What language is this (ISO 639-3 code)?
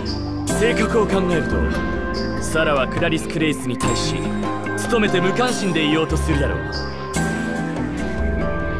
jpn